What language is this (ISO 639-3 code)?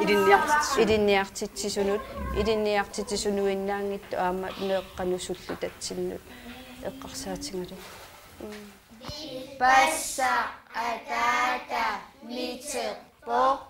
kal